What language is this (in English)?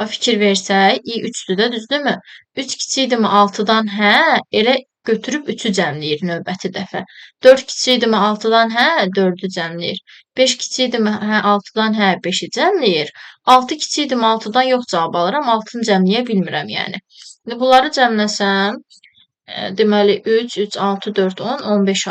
Azerbaijani